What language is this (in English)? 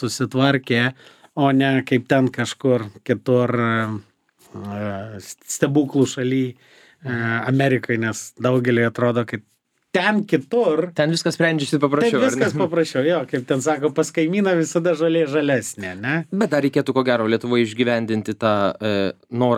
Lithuanian